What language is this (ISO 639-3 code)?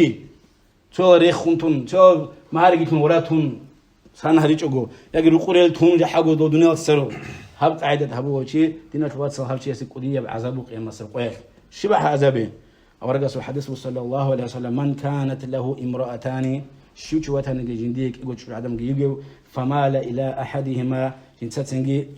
ava